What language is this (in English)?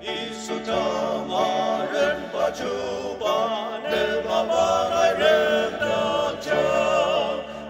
Ao Naga